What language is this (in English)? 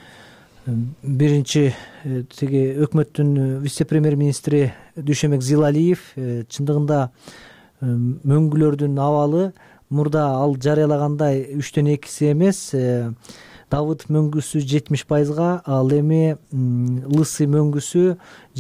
Kyrgyz